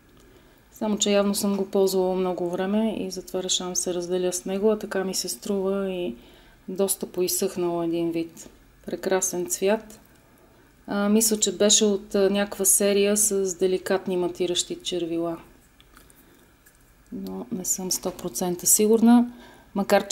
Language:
Bulgarian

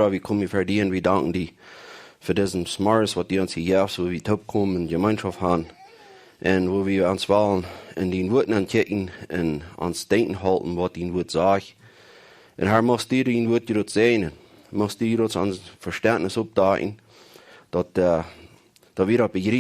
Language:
Plautdietsch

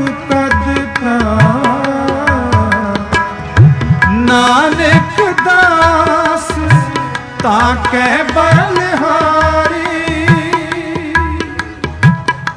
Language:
Punjabi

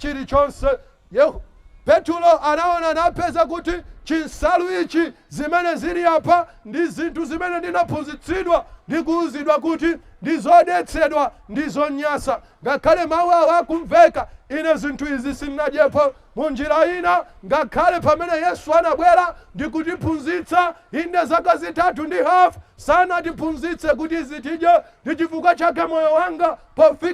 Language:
Nyanja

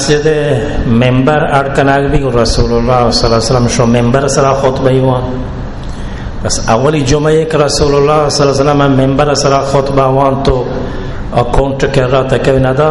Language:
Baluchi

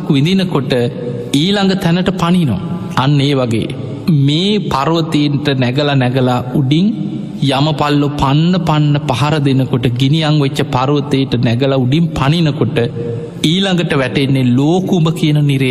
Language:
Sinhala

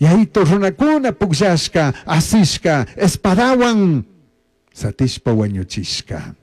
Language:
Chimborazo Highland Quichua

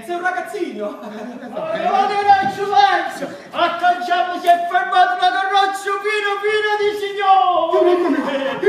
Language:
Neapolitan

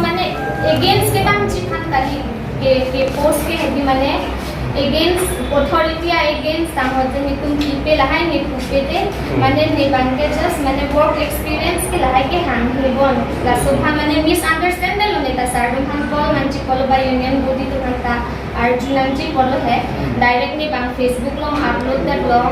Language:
Karbi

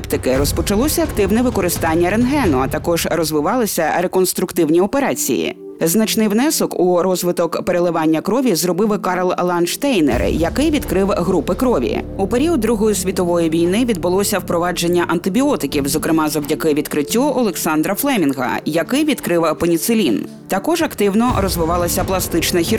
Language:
Ukrainian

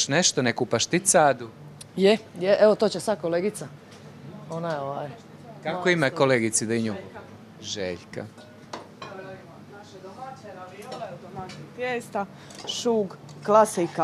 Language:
Croatian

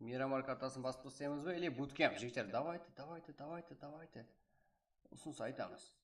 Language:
Kara-Kalpak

